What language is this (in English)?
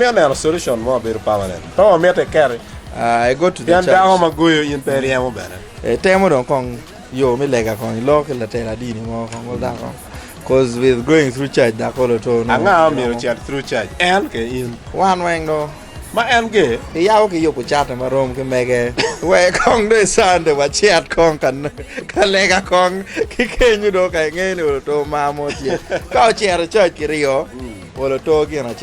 Acoli